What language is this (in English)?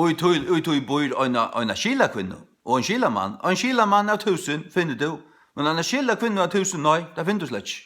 Faroese